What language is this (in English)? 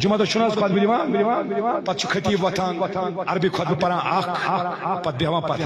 Kashmiri